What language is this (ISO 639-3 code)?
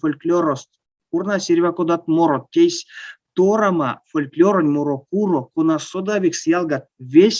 myv